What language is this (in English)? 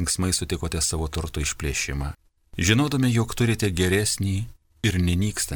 Lithuanian